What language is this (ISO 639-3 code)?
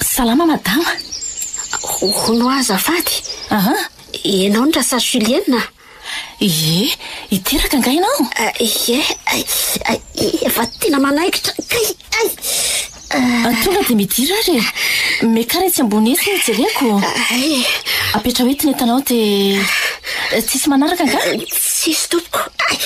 mlg